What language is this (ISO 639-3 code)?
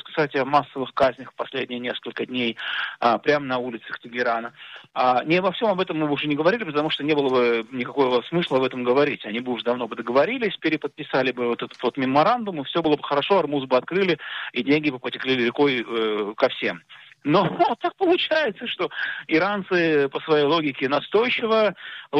rus